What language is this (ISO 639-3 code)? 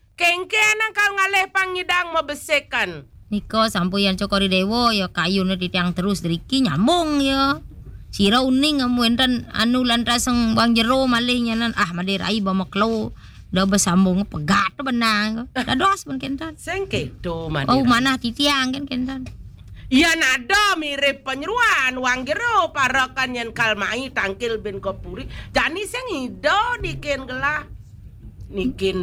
ban